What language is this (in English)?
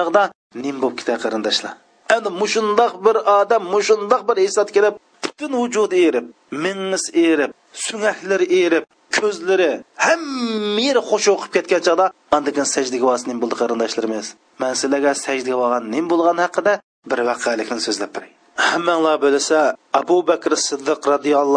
Uyghur